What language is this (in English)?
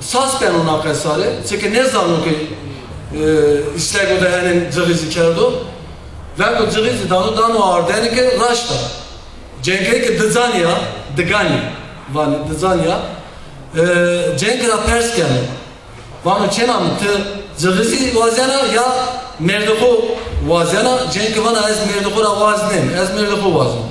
Zaza